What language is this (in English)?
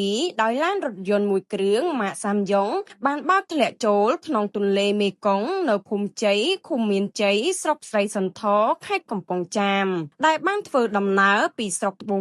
Khmer